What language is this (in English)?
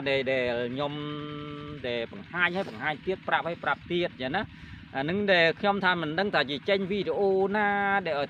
Khmer